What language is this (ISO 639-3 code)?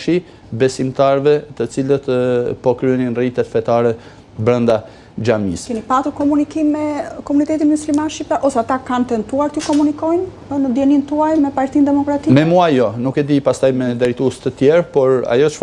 sqi